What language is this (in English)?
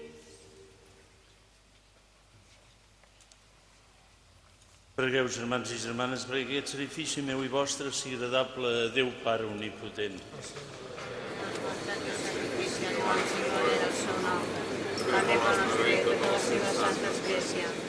Catalan